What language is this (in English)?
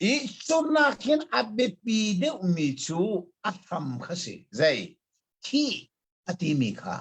Hakha Chin